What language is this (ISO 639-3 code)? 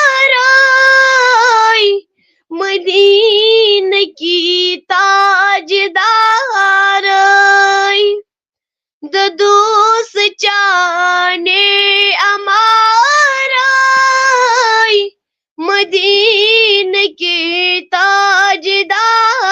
kas